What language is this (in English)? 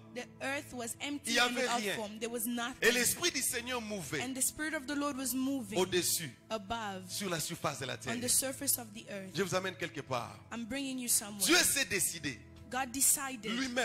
French